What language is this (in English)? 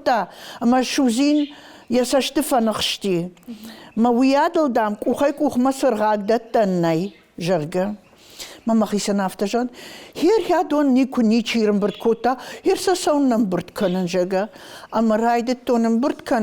Ossetic